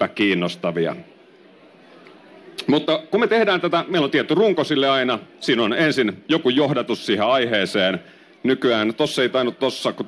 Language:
Finnish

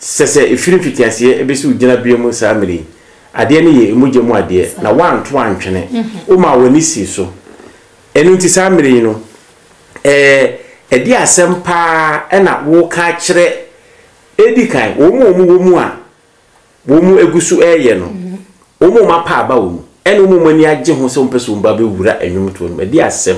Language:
Akan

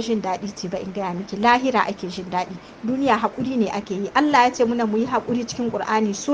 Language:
Hausa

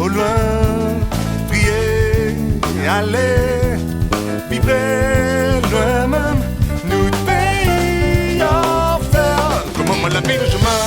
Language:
Réunion Creole French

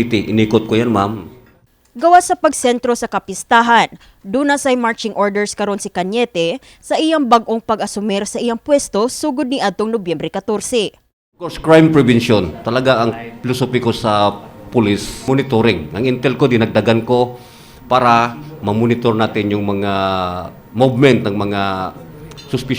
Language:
Cebuano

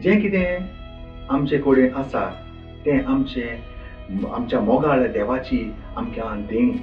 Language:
Konkani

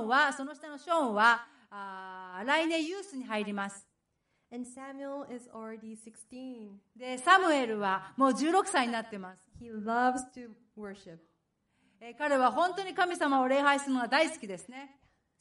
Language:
Japanese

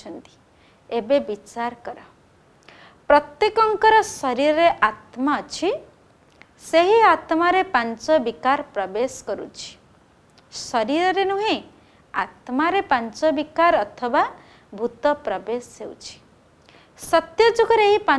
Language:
Odia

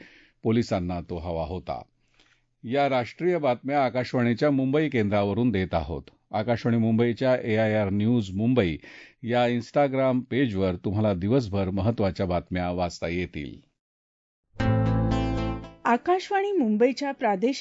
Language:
Marathi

